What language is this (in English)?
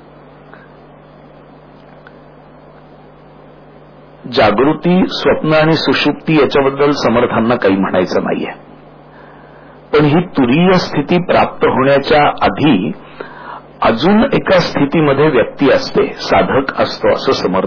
Marathi